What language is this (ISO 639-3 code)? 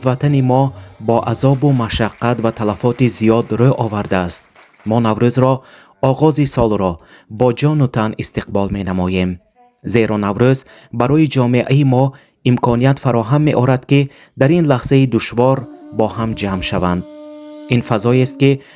tgk